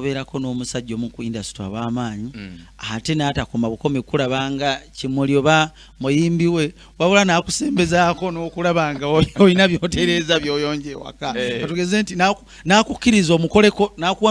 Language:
Ganda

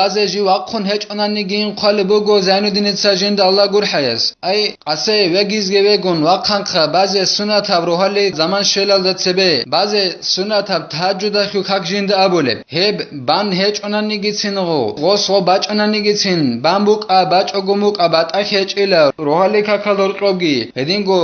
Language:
Avaric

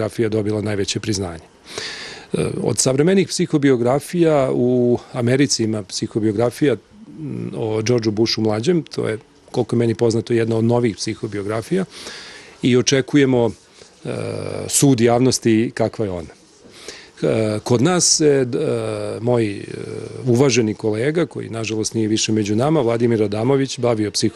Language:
Croatian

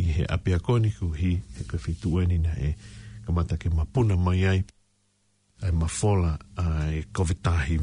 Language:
Tongan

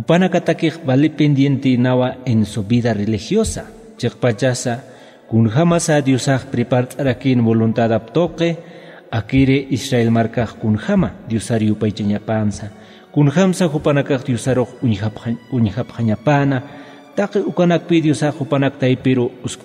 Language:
Aymara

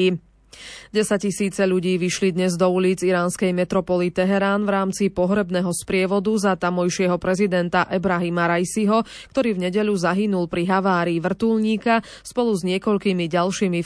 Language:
Slovak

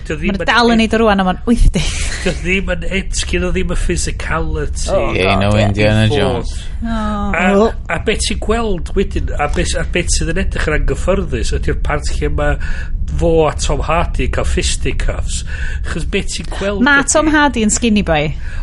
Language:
Welsh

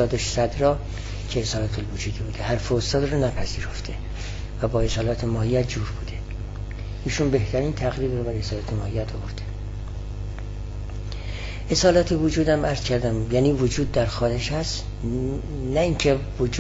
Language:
Persian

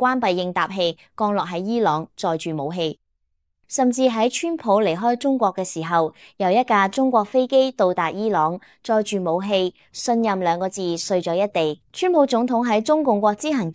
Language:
Cantonese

